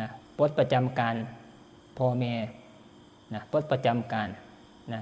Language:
Northeastern Thai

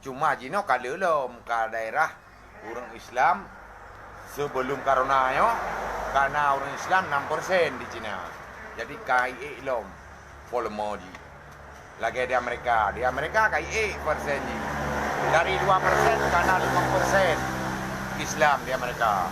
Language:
Achinese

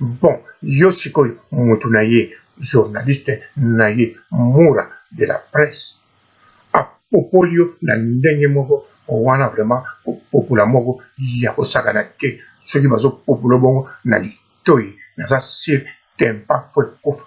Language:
Lingala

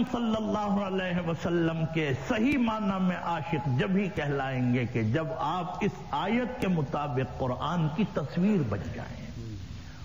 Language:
Urdu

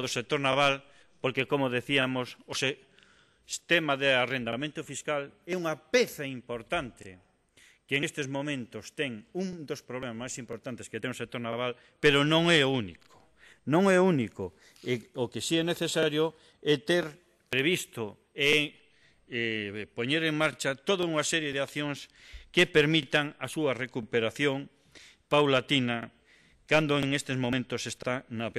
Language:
Galician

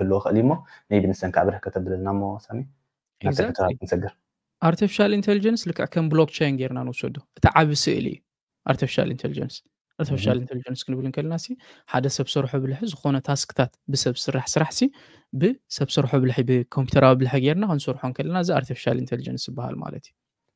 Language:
Tigrinya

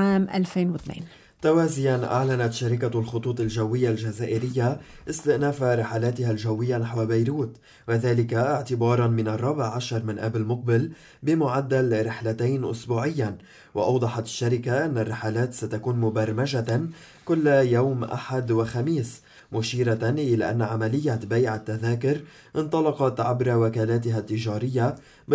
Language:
Arabic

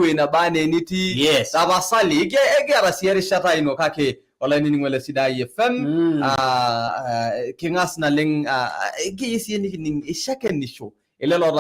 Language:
Masai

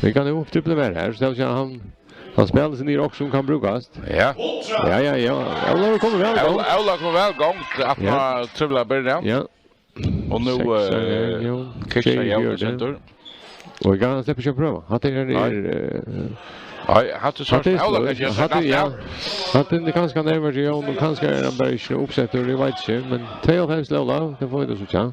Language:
Faroese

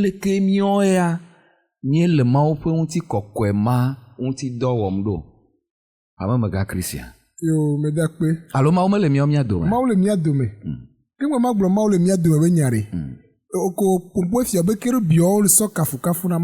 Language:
Ewe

